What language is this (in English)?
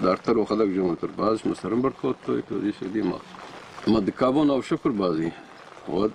Ossetic